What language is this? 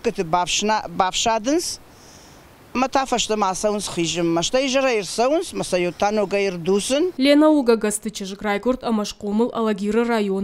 Ossetic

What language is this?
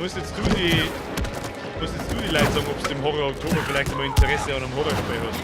Bavarian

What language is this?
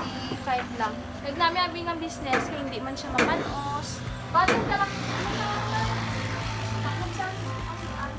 Hiligaynon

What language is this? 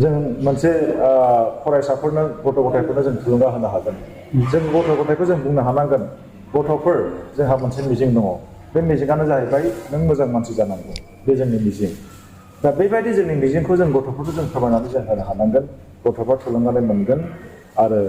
Bodo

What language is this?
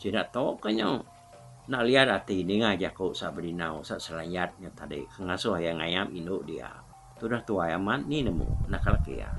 Iban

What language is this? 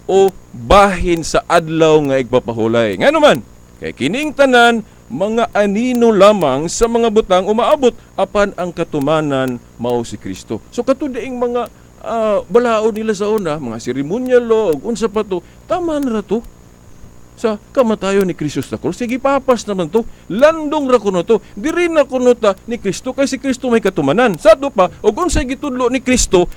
Cebuano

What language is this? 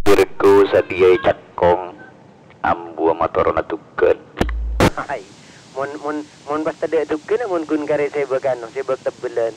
Madurese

